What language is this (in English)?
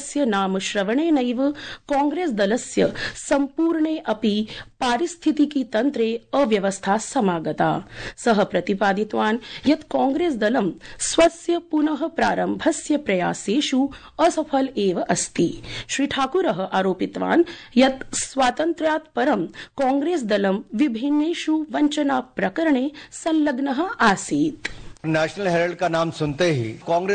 Sanskrit